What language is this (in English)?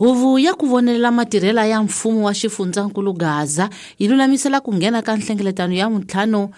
Tsonga